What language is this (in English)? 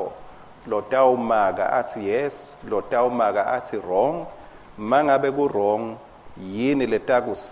Swati